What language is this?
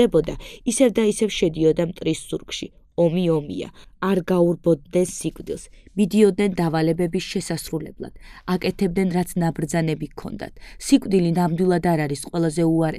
Georgian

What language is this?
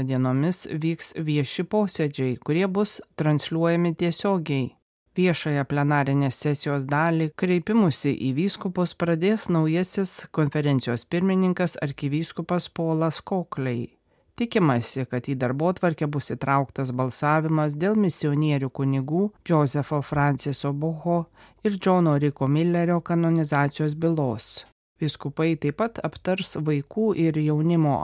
Lithuanian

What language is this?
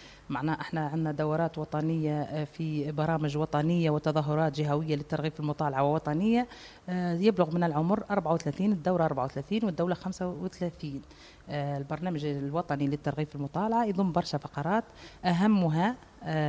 Tunisian Arabic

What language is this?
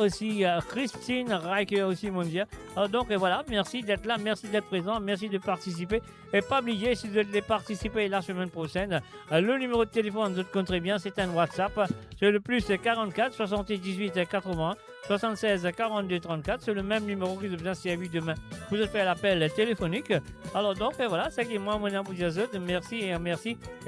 Morisyen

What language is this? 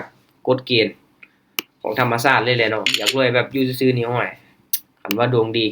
Lao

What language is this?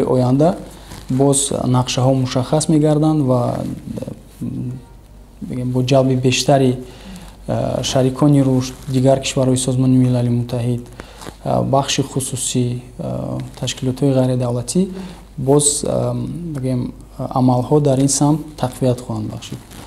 Tajik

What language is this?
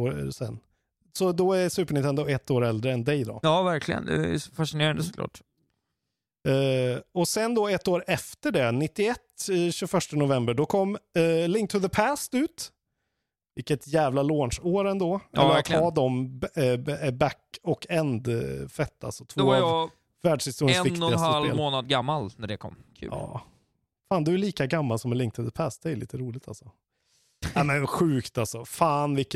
Swedish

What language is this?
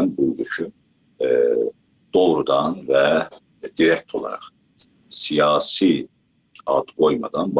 South Azerbaijani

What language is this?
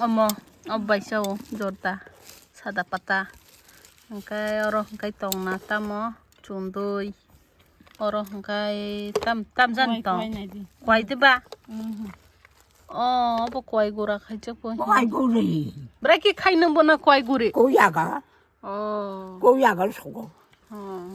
Kok Borok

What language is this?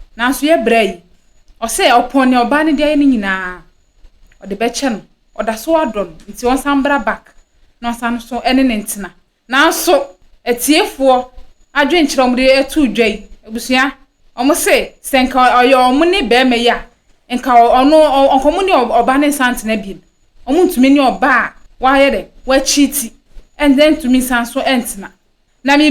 Akan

